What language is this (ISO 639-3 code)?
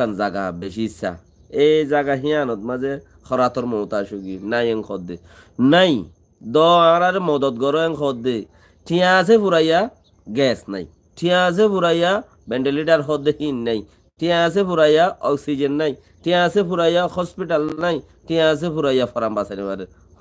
rhg